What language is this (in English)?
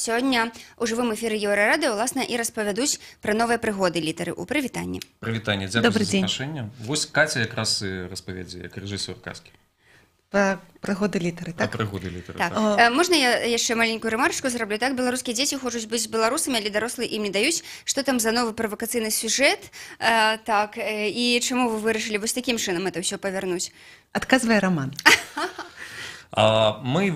Belarusian